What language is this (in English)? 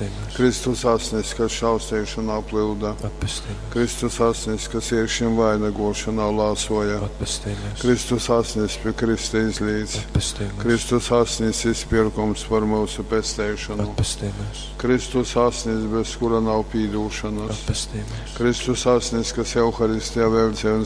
Latgalian